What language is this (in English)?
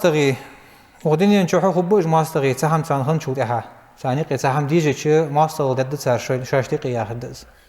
Ingush